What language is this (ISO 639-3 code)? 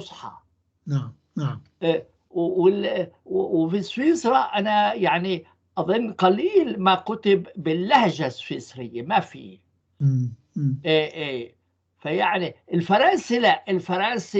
apc